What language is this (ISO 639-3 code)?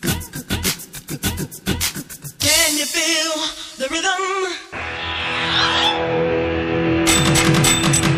kan